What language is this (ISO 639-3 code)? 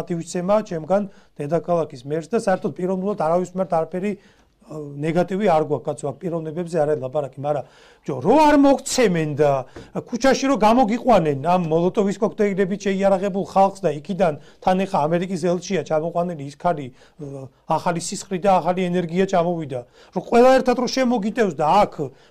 kat